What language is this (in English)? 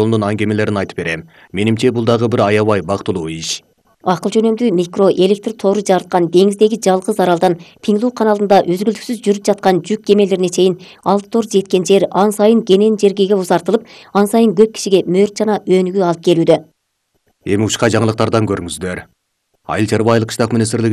Kyrgyz